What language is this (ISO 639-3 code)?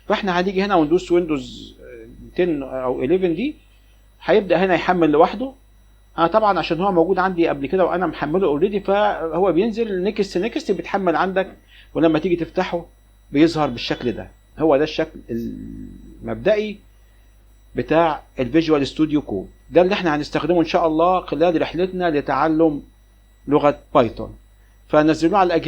arz